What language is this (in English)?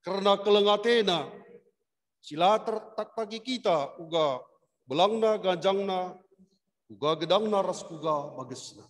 Batak Karo